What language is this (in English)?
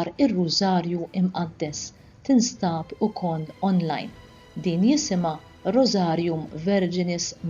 Maltese